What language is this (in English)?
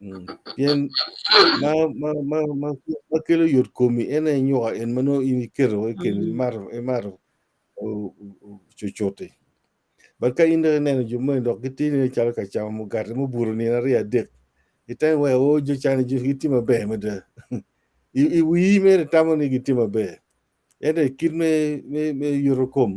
Acoli